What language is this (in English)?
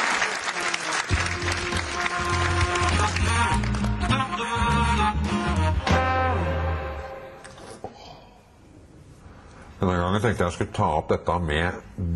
Norwegian